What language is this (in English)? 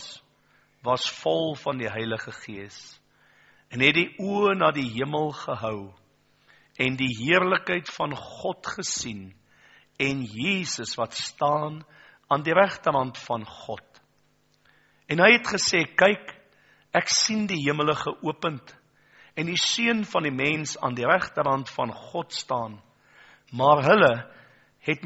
Afrikaans